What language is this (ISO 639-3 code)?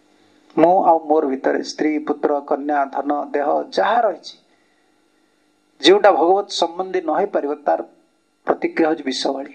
ori